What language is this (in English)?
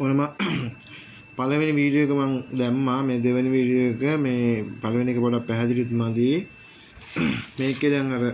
Sinhala